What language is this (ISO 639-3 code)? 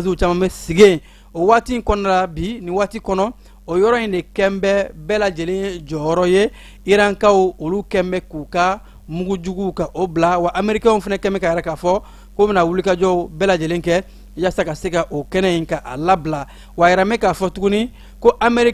bam